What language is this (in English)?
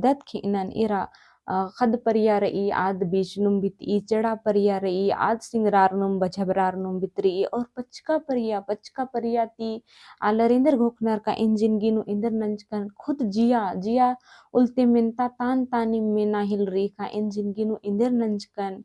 Kurukh